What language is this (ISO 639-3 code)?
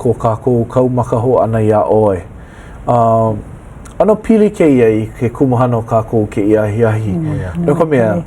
haw